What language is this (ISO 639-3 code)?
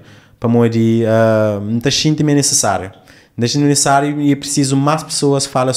kea